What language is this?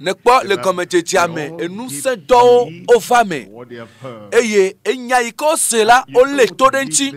Ewe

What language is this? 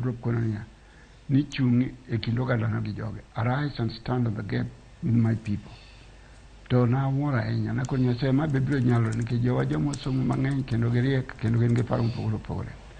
Luo (Kenya and Tanzania)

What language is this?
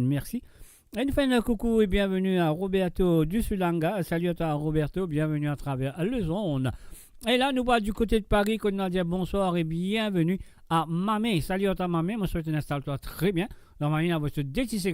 Morisyen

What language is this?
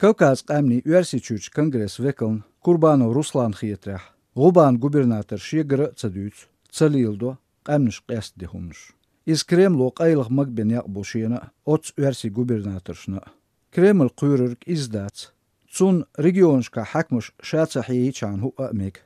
Chechen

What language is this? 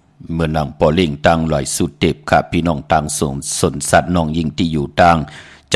Shan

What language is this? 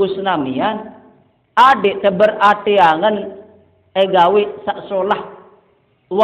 Sasak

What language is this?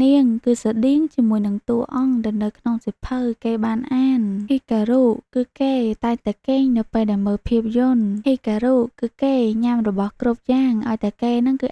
Khmer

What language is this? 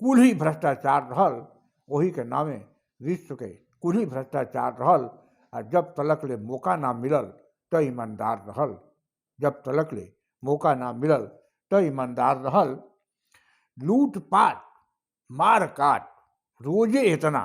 Bhojpuri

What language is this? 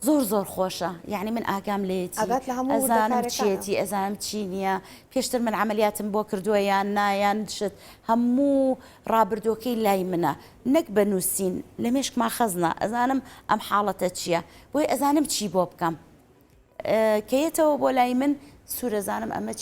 Central Kurdish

